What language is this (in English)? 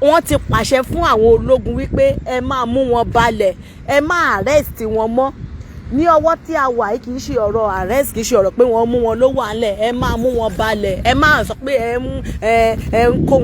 Yoruba